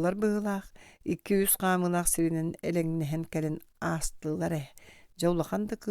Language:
Yakut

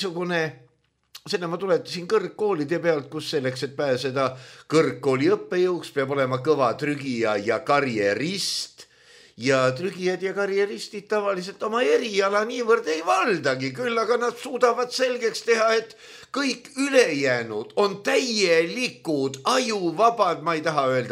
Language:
Estonian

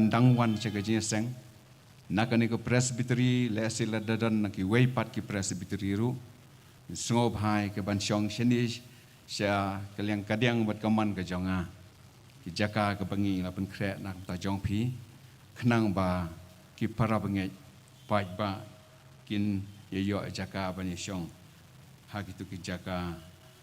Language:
Khasi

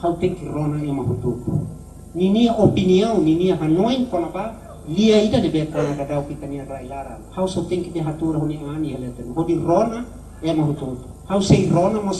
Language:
Tetum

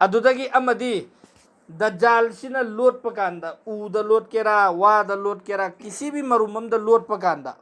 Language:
Manipuri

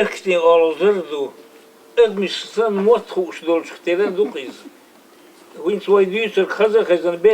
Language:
Chechen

